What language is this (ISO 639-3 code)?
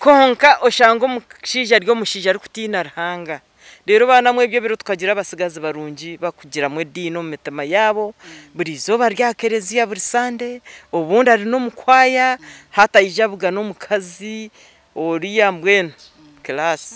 nyn